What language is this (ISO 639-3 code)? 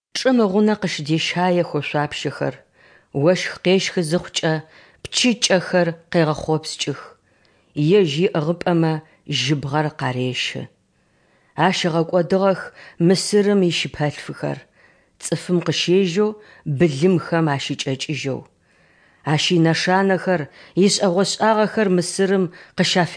ady